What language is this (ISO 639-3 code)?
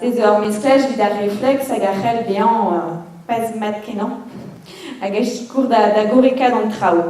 bre